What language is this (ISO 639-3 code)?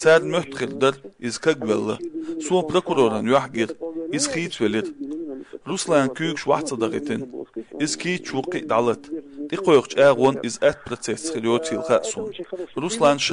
che